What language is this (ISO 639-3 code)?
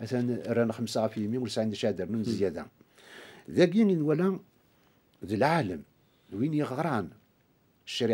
kab